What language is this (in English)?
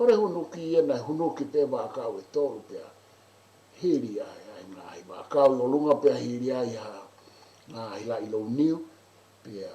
Tongan